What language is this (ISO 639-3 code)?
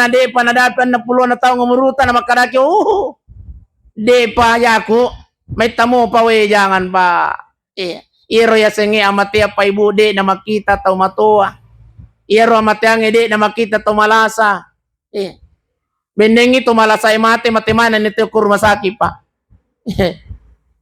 bug